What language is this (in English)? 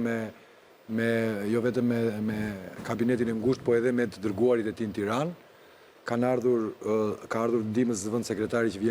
Albanian